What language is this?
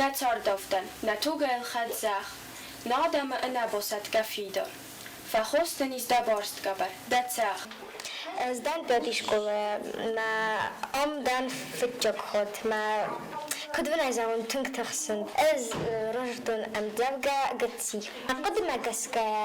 Ossetic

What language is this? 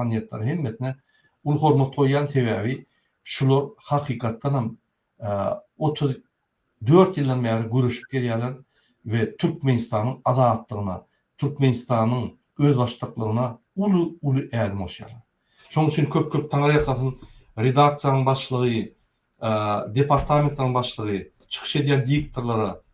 Turkmen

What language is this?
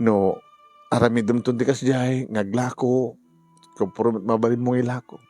Iloko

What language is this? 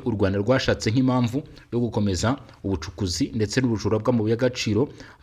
Kinyarwanda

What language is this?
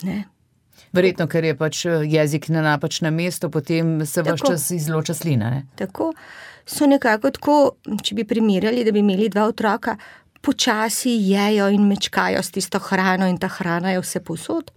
Slovenian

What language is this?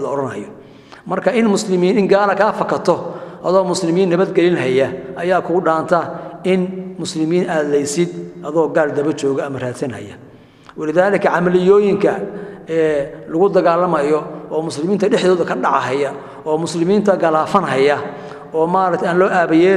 Somali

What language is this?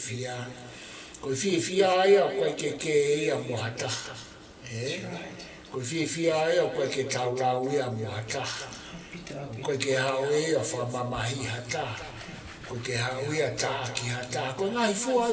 Tongan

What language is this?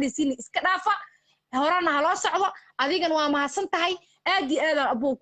Somali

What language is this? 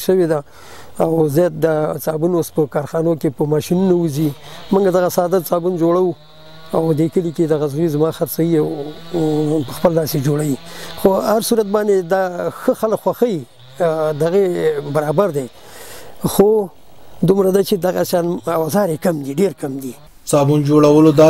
Pashto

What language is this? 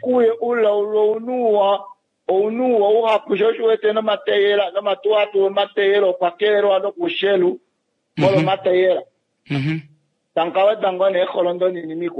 Kuanyama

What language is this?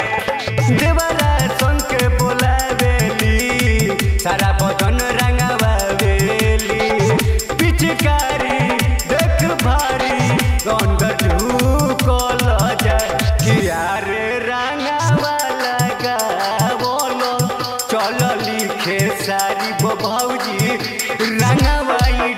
Bhojpuri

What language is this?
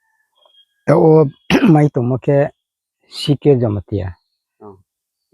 Riang (India)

